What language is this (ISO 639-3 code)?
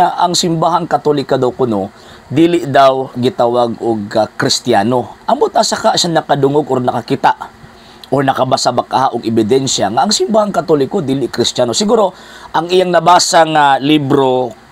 ceb